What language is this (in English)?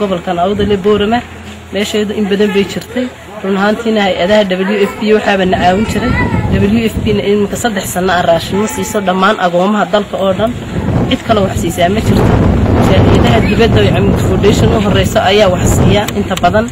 Somali